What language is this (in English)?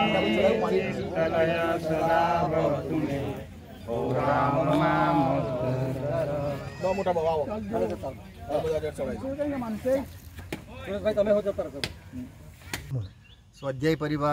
Gujarati